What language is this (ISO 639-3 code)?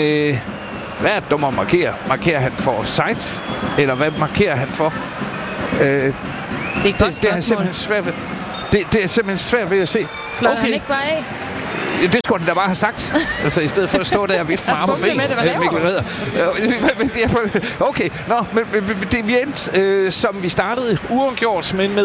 dan